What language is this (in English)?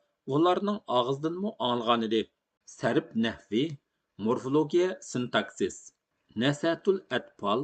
Uyghur